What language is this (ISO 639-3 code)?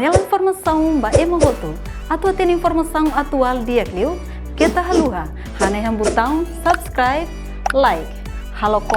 tet